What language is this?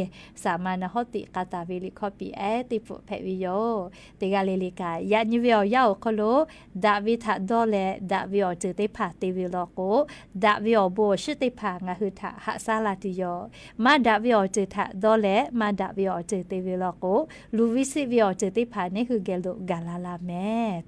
Lahu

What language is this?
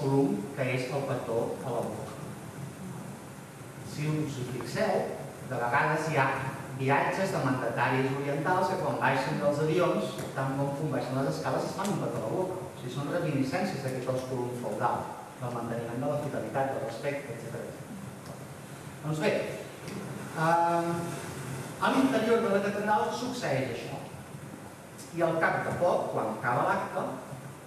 Catalan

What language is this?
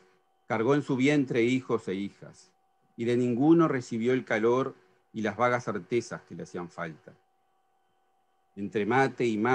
Spanish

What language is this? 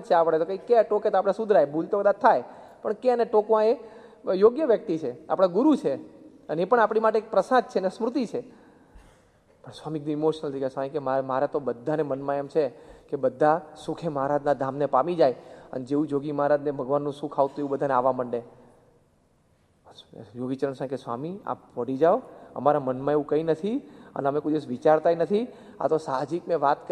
Gujarati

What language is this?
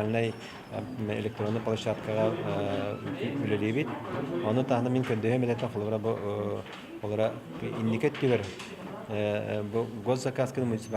Yakut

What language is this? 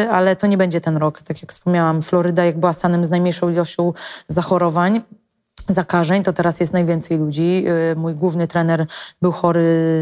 Polish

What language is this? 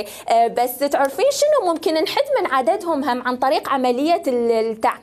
Mesopotamian Arabic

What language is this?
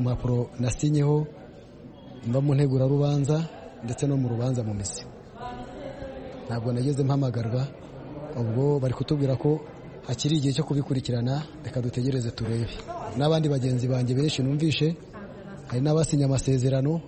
Kinyarwanda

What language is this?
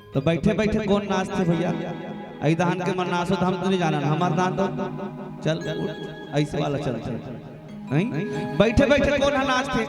Chhattisgarhi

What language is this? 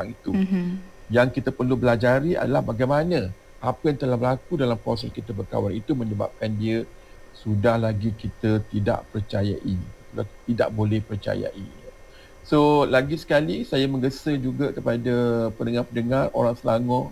Malay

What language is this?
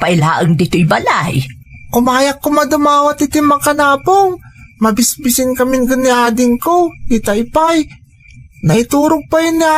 Iloko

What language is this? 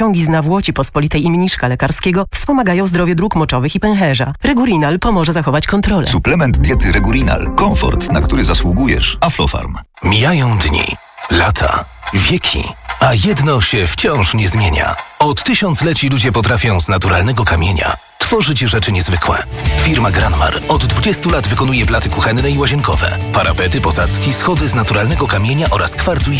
Polish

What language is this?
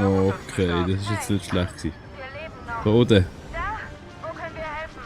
Swiss German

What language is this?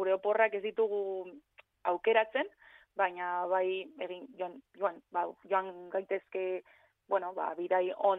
Basque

